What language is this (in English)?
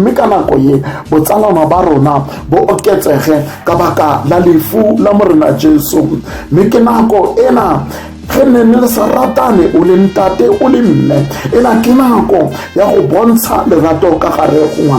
Tswana